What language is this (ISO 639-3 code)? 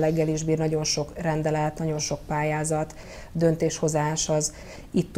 hun